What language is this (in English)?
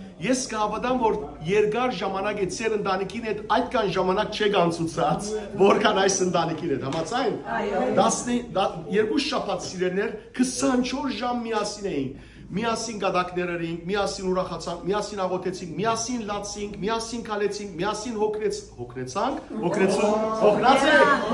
Western Armenian